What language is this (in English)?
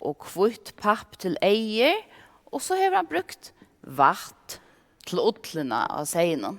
Faroese